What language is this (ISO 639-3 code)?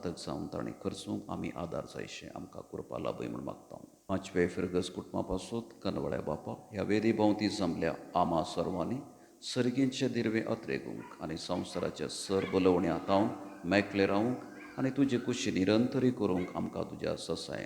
kok